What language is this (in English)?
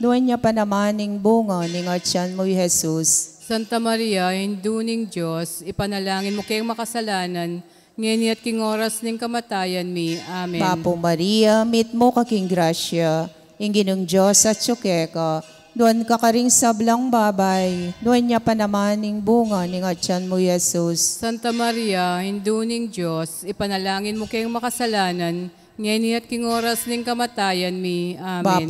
Pampanga